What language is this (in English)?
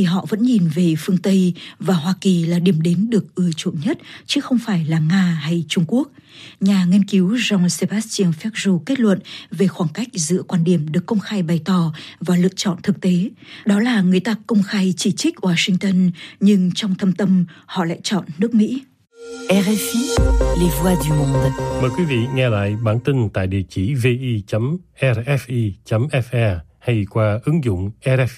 Vietnamese